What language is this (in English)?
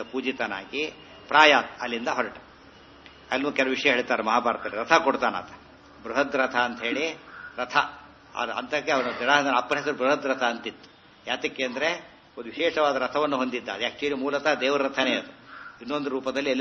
Kannada